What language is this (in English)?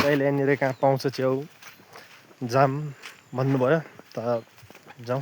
Nepali